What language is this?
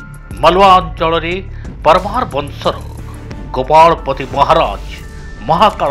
Odia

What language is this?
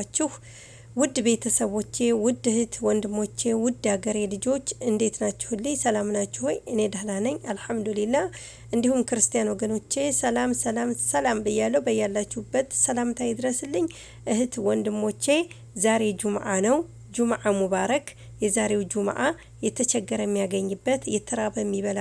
Amharic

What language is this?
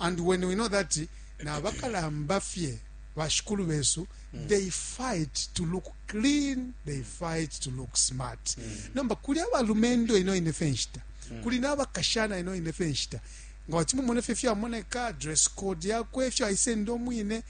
Bemba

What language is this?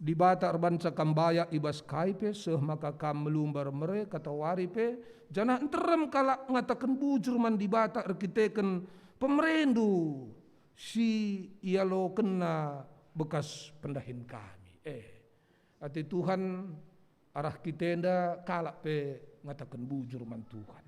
Batak Karo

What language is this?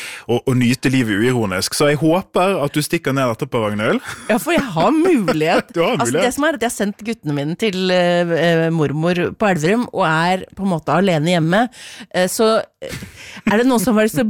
Norwegian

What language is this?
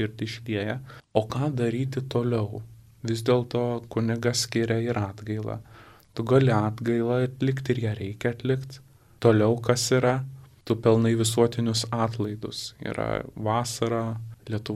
Lithuanian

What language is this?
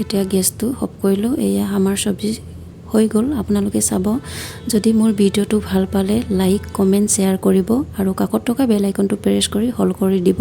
Assamese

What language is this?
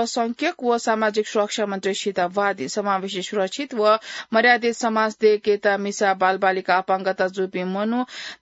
Newari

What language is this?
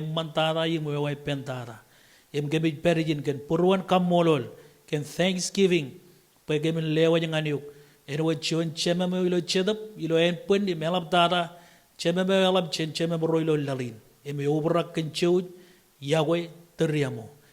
Marshallese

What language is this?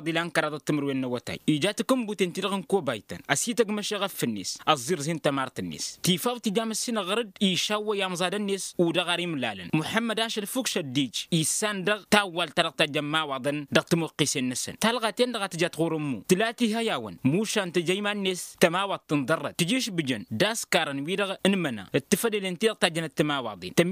Tamasheq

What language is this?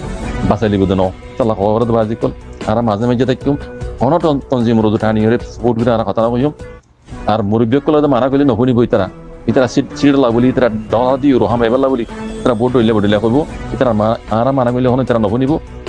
Rohingya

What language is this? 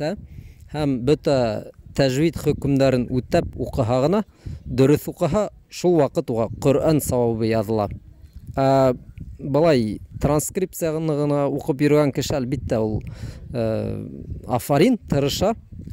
Bashkir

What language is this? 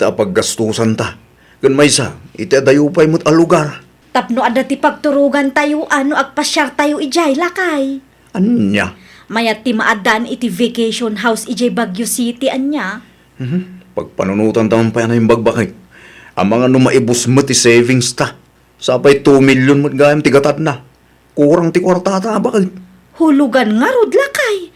Iloko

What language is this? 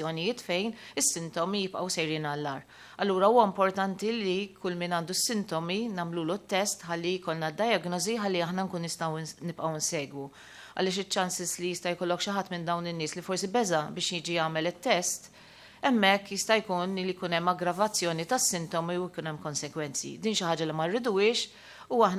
Maltese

